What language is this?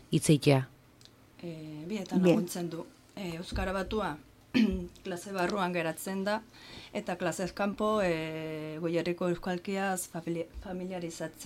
Basque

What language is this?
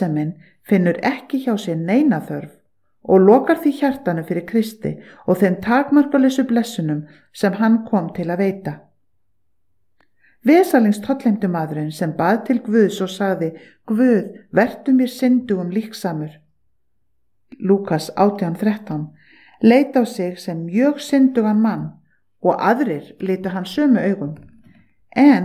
Icelandic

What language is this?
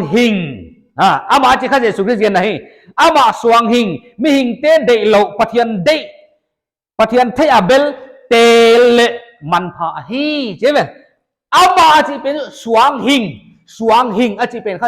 Paite Chin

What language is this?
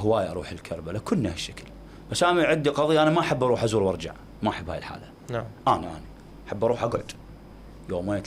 Mesopotamian Arabic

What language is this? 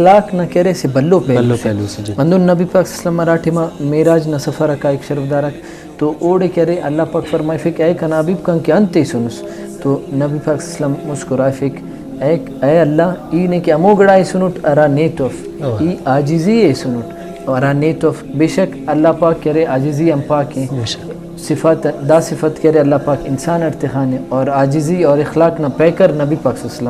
Brahui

